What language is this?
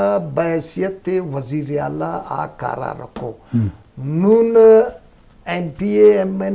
Eastern Balochi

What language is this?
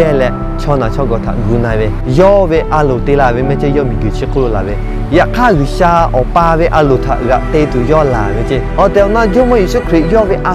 Lahu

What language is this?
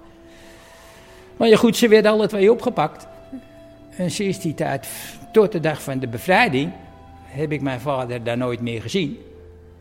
Dutch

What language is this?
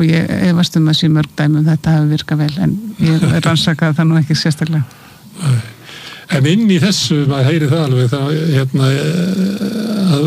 Icelandic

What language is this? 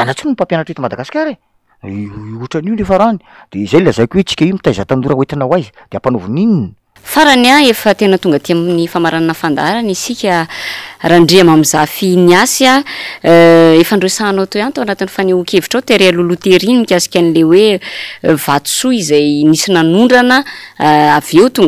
Malagasy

